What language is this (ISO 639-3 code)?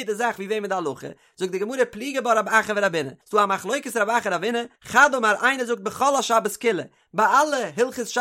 yid